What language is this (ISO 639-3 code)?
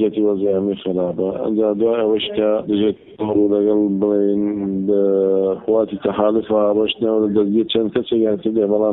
ckb